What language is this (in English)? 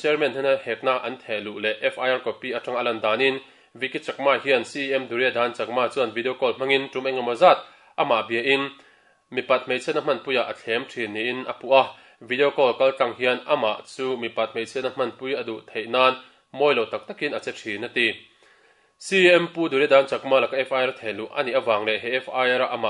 Mizo